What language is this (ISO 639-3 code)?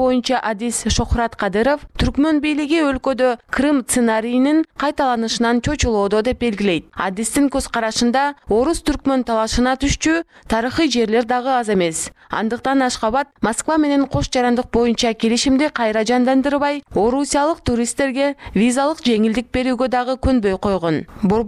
kir